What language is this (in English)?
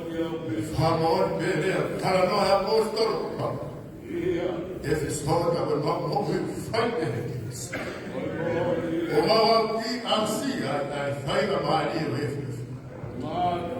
Tongan